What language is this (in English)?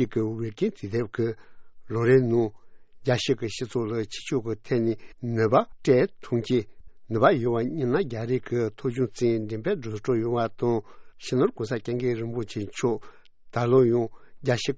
Tibetan